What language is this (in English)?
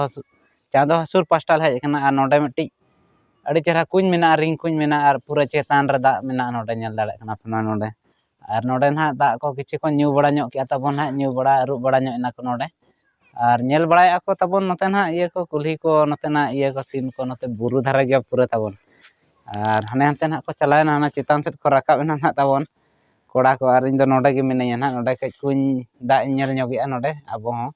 Santali